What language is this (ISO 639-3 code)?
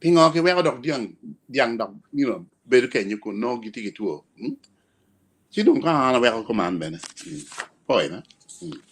ach